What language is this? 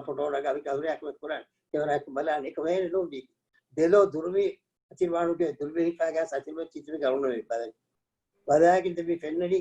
Divehi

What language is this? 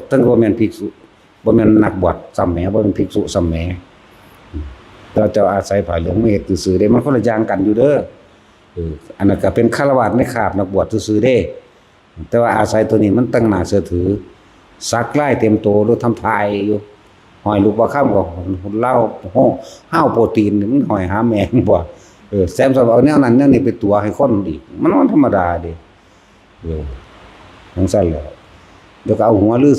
Northeastern Thai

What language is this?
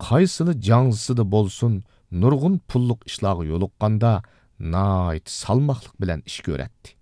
Uyghur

